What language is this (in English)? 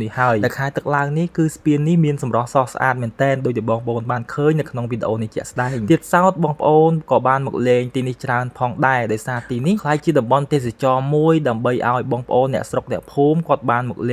Khmer